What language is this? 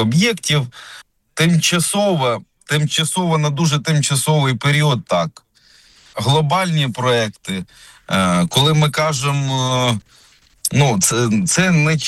Ukrainian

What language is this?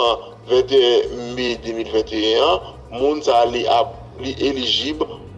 Haitian Creole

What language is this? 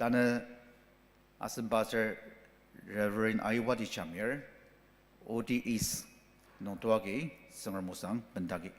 Ao Naga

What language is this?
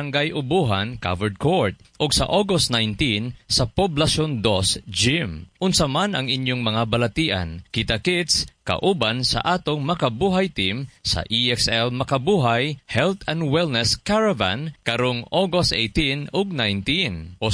Cebuano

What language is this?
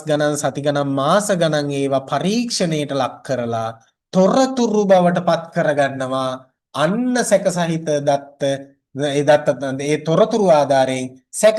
Sinhala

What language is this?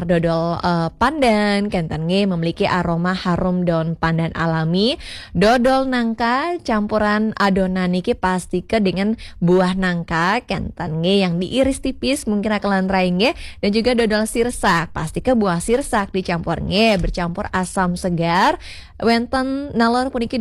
Balinese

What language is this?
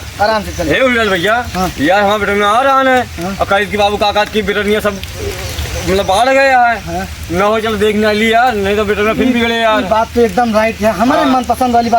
Awadhi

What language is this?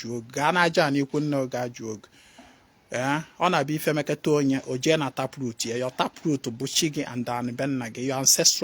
Igbo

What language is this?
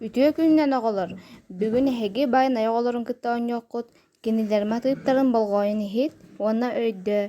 Yakut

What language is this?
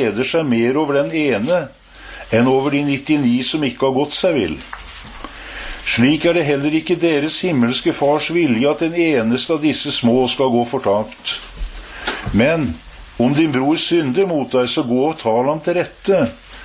Norwegian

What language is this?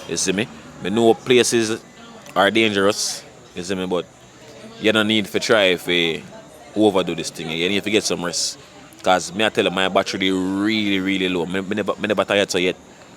Jamaican Creole English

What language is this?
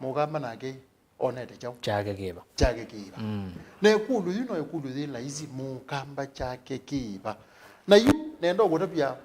Kamba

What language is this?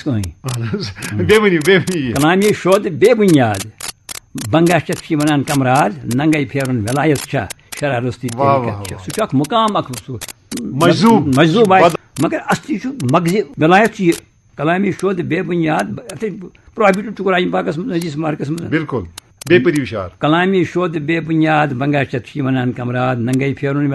Kashmiri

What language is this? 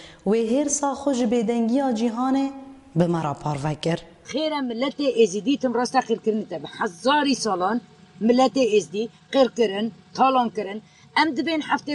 Kurdish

